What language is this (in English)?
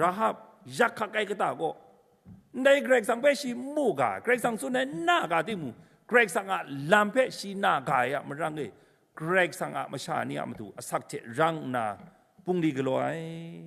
Kachin